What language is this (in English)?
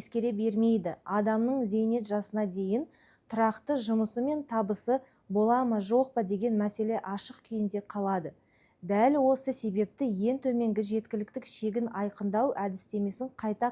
Kazakh